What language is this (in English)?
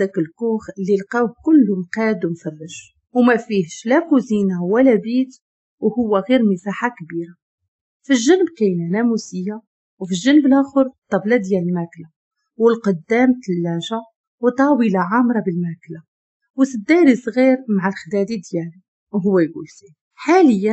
Moroccan Arabic